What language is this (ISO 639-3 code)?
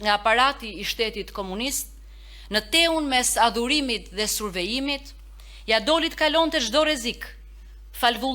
sqi